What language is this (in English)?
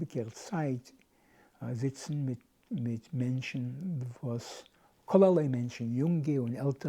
Yiddish